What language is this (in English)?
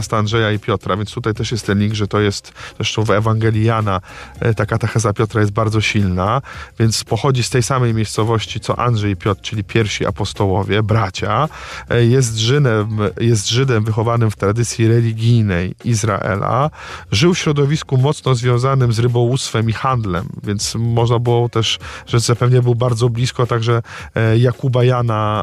Polish